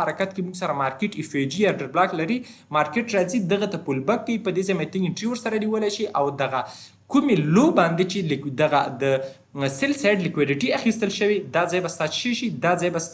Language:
Pashto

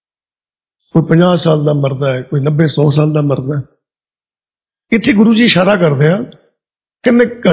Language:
Punjabi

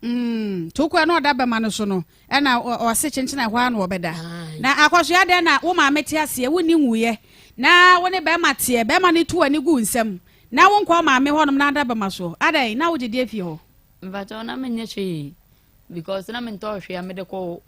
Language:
Akan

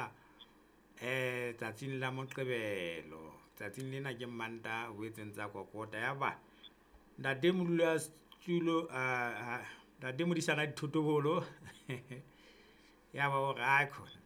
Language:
Southern Sotho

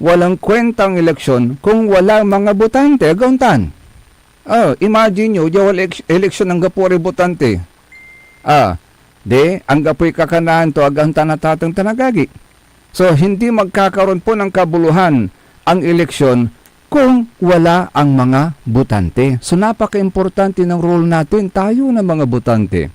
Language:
Pangasinan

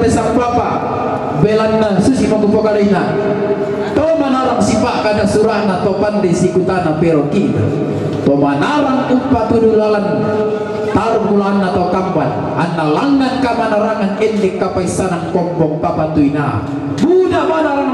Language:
Toraja-Sa'dan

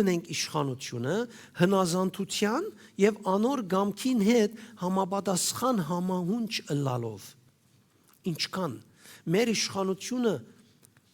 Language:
Western Armenian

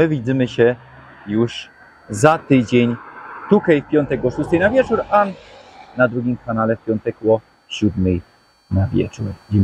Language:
Silesian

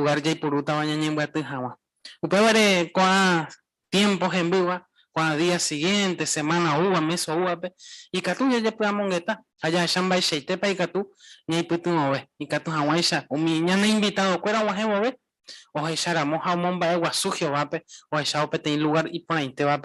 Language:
Guarani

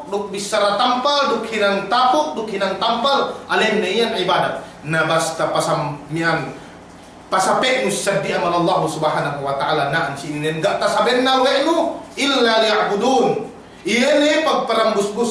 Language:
Yakan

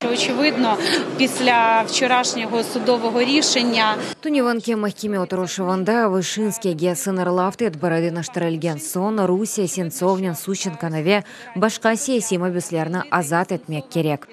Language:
Crimean Tatar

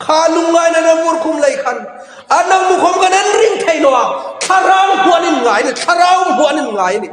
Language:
Hmar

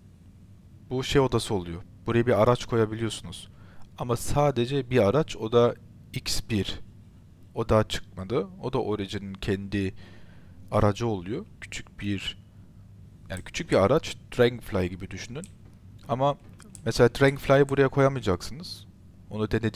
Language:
Turkish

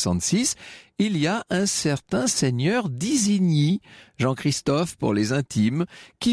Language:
French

